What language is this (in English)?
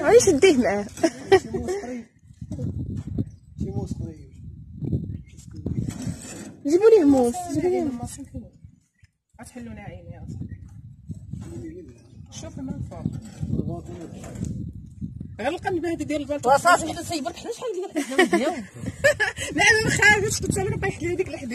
Moroccan Arabic